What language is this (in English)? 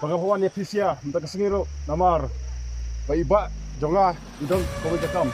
Khasi